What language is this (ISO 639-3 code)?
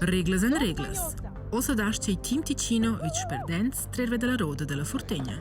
roh